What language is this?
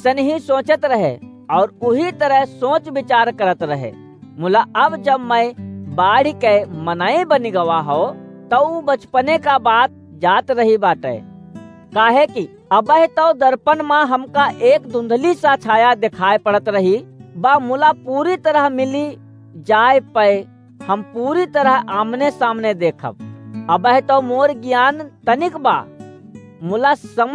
Awadhi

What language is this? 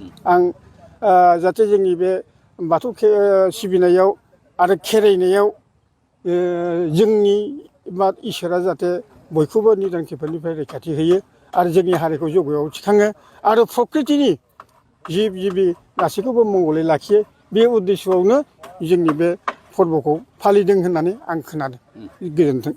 Bodo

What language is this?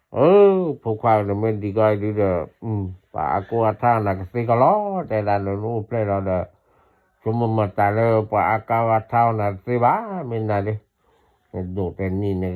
S'gaw Karen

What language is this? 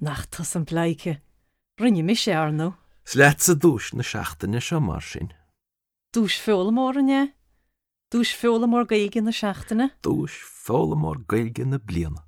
Irish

